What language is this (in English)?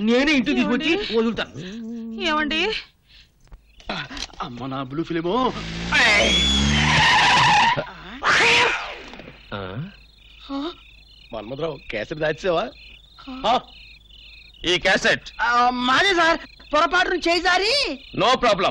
Telugu